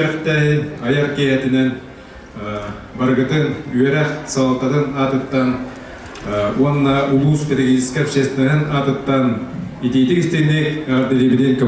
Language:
Yakut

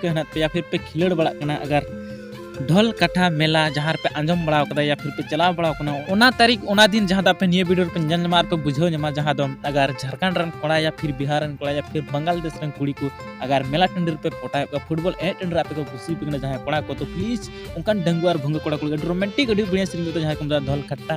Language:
Santali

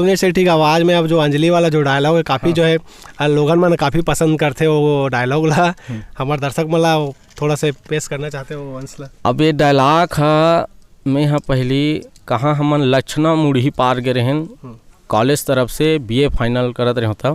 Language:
Chhattisgarhi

